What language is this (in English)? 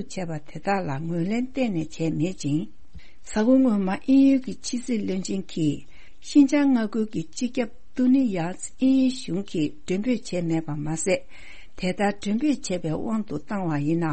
Tibetan